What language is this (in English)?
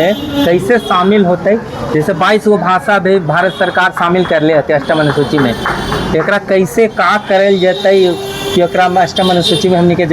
Magahi